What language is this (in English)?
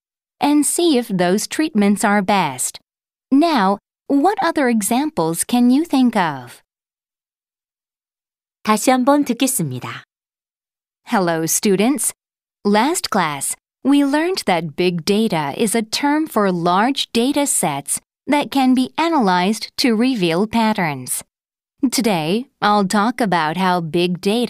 English